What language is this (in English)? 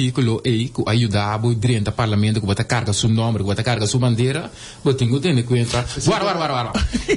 Papiamento